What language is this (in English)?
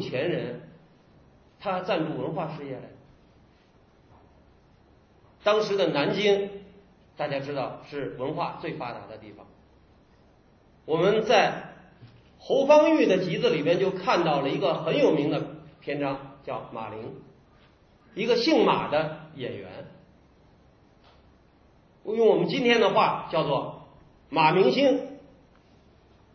Chinese